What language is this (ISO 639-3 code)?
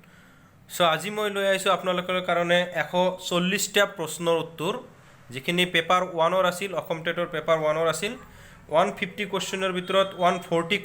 asm